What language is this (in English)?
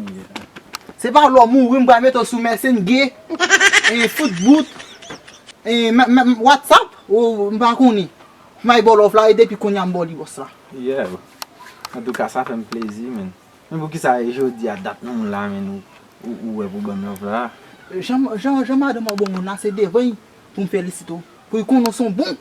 Haitian Creole